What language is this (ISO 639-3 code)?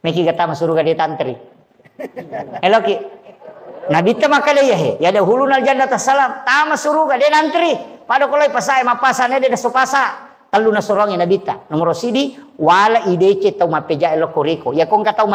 bug